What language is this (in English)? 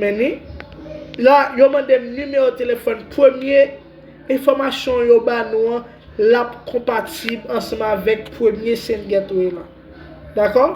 Haitian Creole